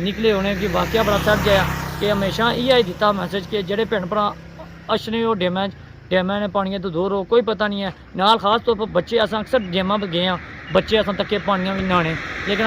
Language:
Pahari-Potwari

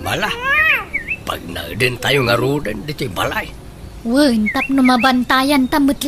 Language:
Iloko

